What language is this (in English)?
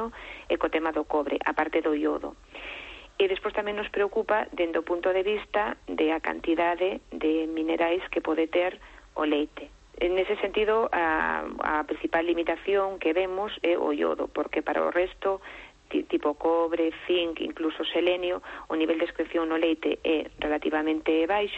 Galician